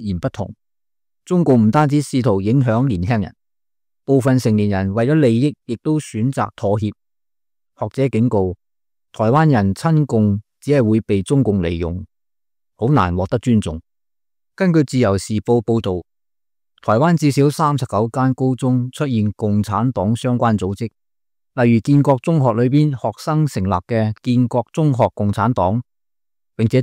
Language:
Cantonese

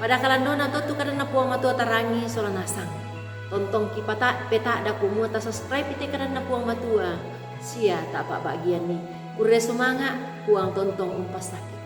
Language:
Toraja-Sa'dan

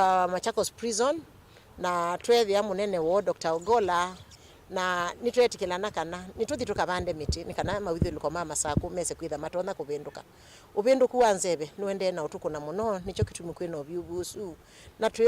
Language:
Kamba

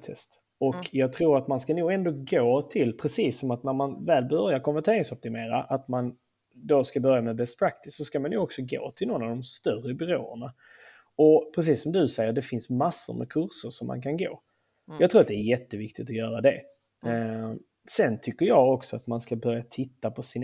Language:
Swedish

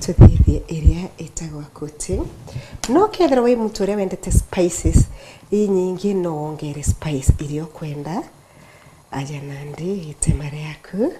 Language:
Meru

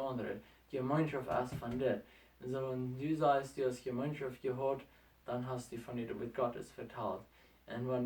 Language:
Plautdietsch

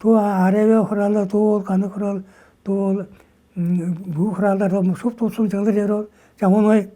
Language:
Tuvinian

